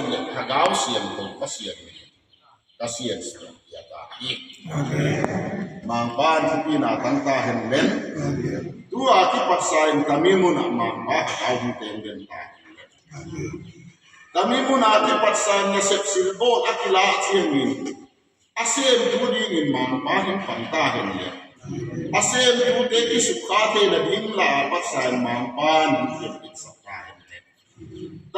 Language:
Tedim Chin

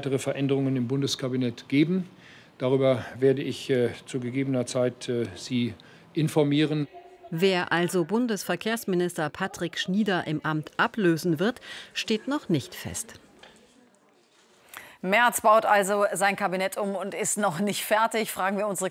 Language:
German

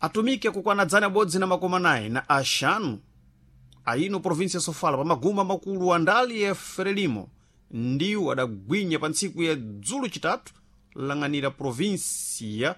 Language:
Sena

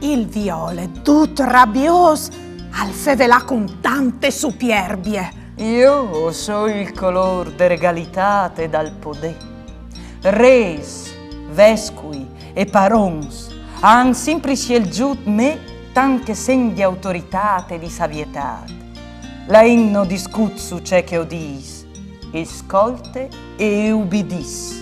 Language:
Friulian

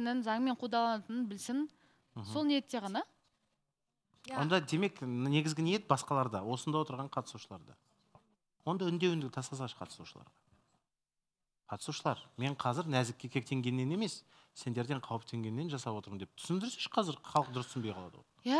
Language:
Kazakh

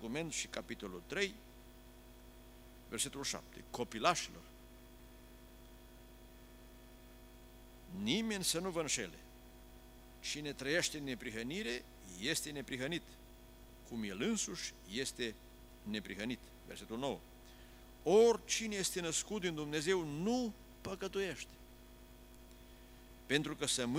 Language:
Romanian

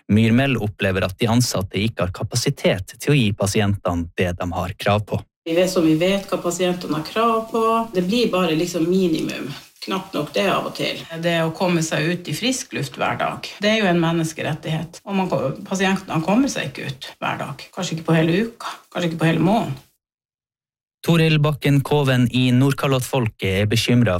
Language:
Norwegian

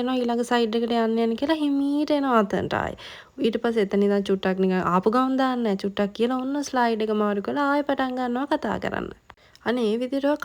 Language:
Sinhala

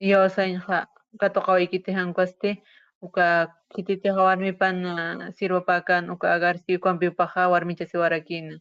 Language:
Aymara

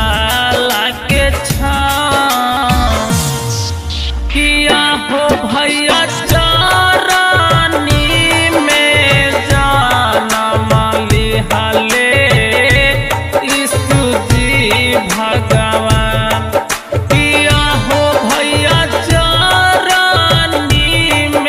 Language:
Bhojpuri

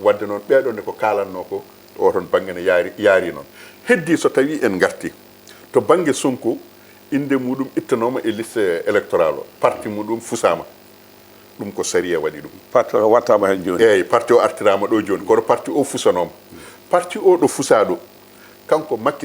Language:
Fula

